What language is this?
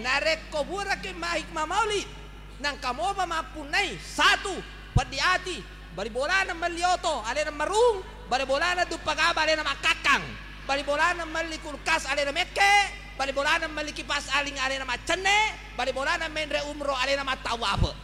Buginese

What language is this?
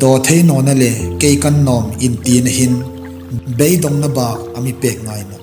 Hmar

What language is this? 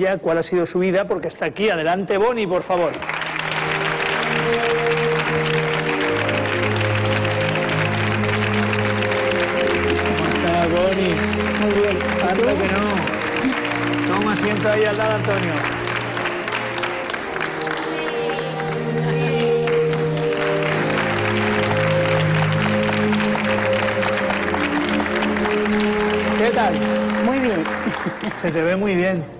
Spanish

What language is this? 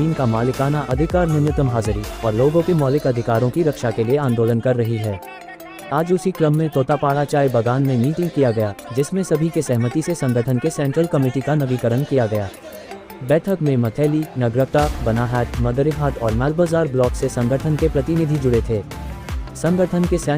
Sadri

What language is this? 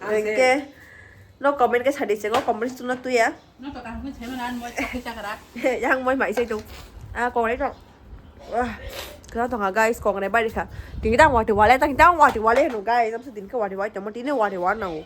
Kok Borok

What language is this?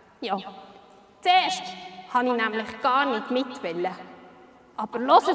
Swiss German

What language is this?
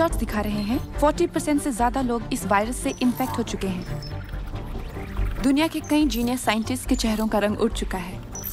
Hindi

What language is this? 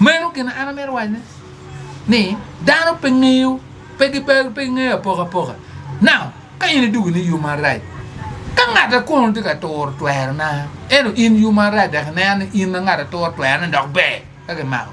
Acoli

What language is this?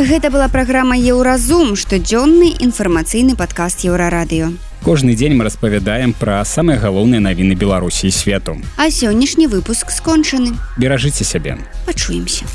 Belarusian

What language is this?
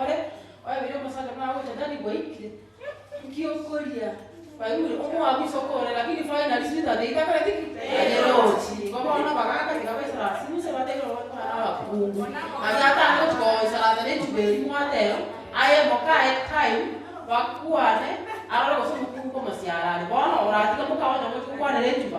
Gusii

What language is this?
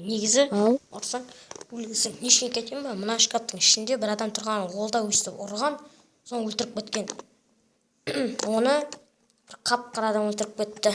Kazakh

